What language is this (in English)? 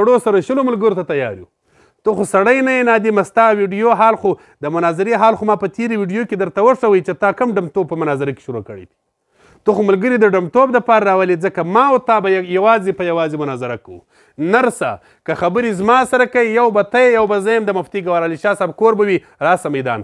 Pashto